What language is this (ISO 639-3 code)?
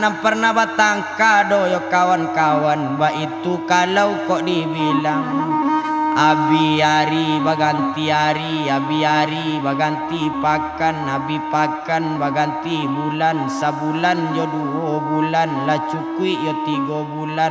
min